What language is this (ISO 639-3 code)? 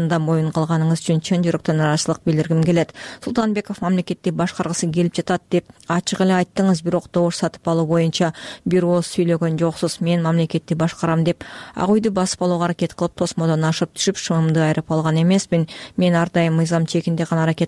kir